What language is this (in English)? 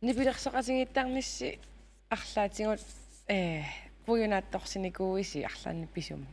Kalaallisut